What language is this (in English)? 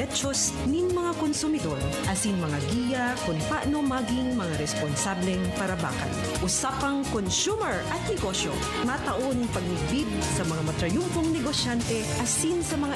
Bikol